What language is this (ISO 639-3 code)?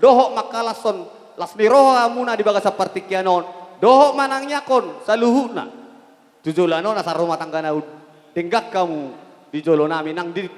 bbc